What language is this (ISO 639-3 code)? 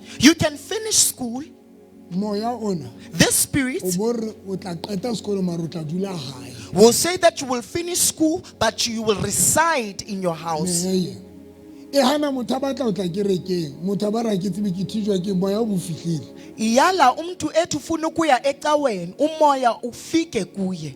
sot